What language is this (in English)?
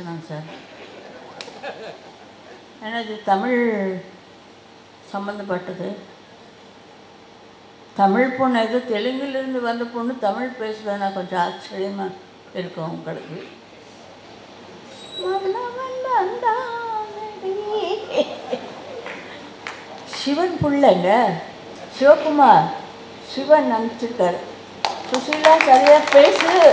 Tamil